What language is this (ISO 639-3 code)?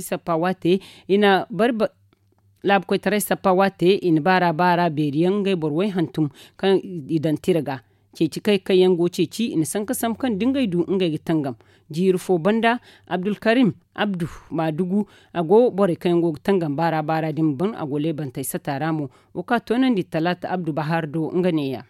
dje